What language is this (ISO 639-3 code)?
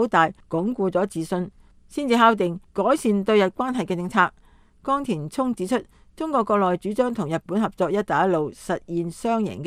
yue